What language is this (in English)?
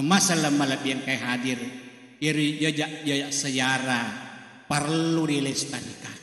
Buginese